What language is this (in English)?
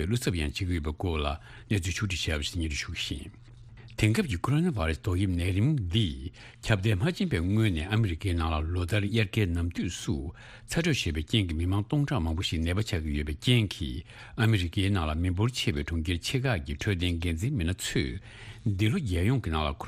Tibetan